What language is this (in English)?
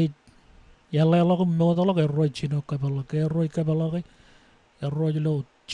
Marshallese